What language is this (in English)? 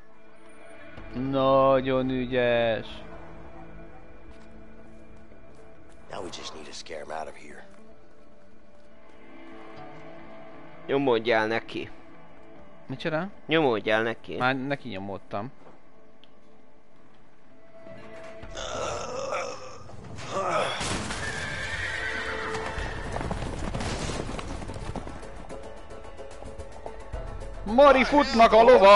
Hungarian